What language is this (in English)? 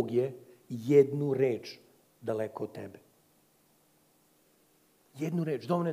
Serbian